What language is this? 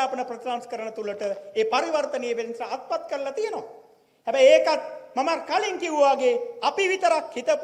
Sinhala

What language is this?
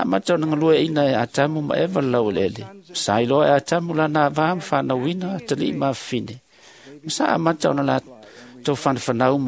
Samoan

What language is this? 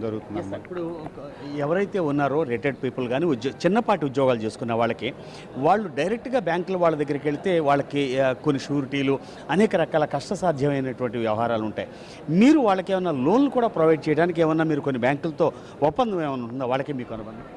Telugu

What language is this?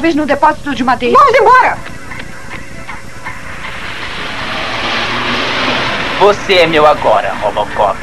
Portuguese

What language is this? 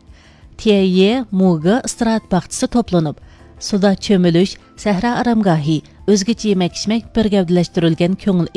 Uyghur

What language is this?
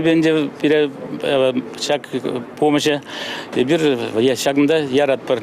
Chuvash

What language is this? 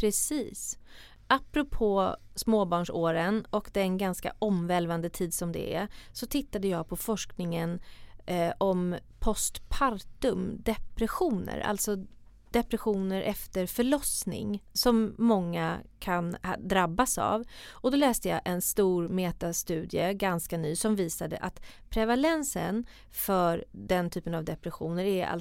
Swedish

